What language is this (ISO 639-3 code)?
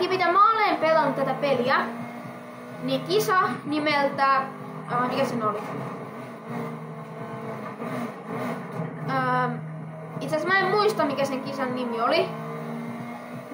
fin